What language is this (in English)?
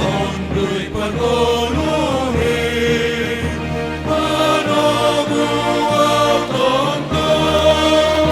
Batak Simalungun